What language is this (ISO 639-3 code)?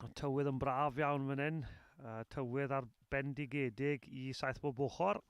cym